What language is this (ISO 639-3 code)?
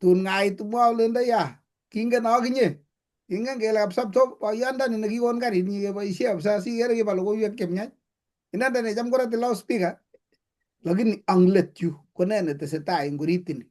kln